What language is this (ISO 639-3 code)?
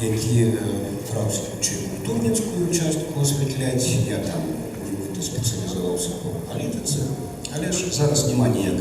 bel